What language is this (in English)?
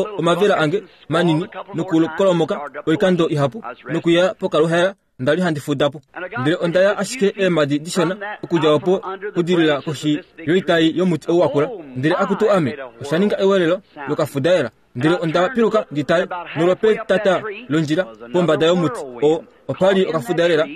Kuanyama